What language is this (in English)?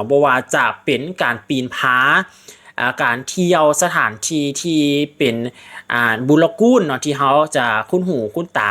Lao